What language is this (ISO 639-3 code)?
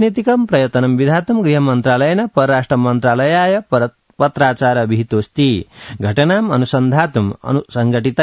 san